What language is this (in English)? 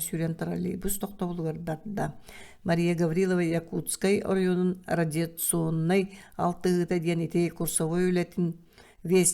Yakut